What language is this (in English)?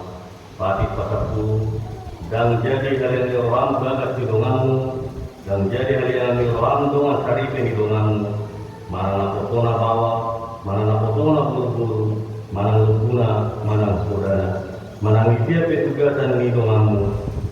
Batak Toba